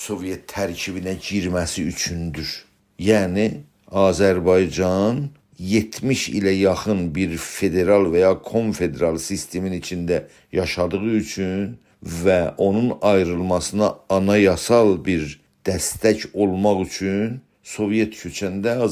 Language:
South Azerbaijani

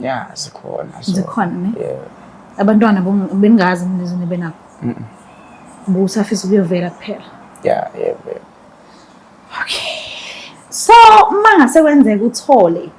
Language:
Zulu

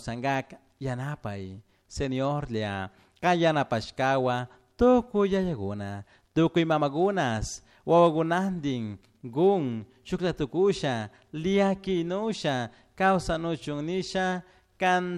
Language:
Chimborazo Highland Quichua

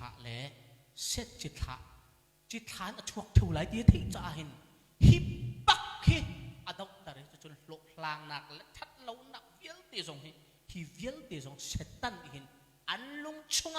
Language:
Hakha Chin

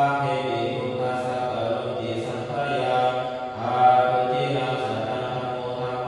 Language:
Pali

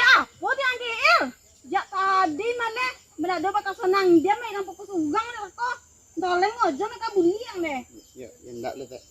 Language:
Minangkabau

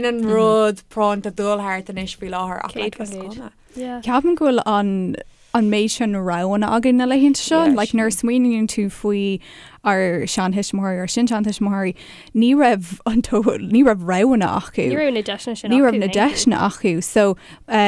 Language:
Irish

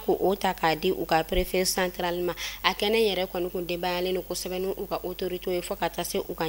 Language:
Bambara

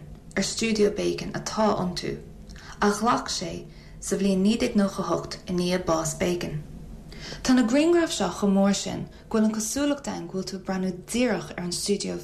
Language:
Irish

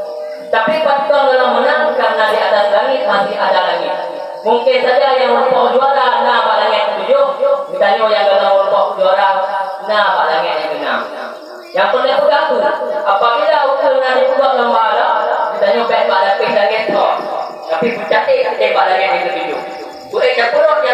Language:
Achinese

